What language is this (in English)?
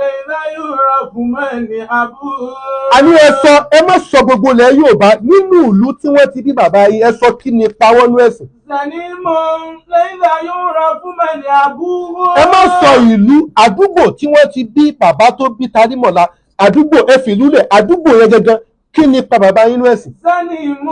Yoruba